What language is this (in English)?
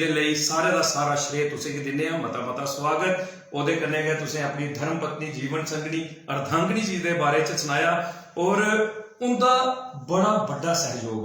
Dogri